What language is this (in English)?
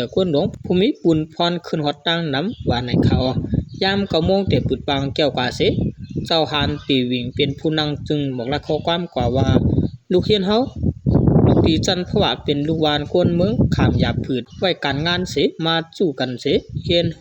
Shan